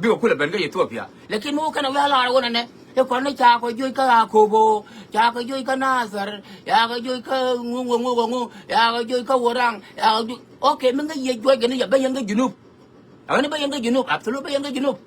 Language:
Nuer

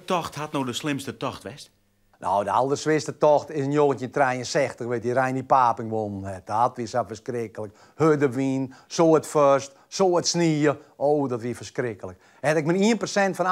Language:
Western Frisian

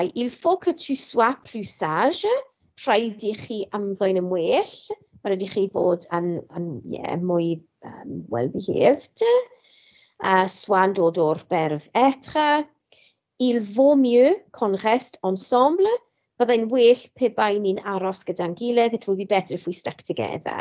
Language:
Welsh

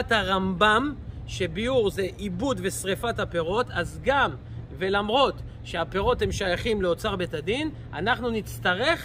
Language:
Hebrew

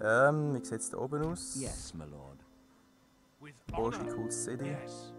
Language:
Swiss German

